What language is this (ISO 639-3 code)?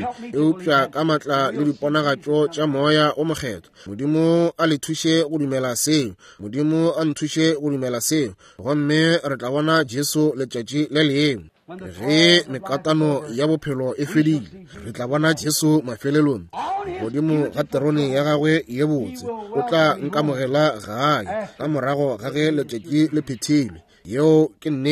nso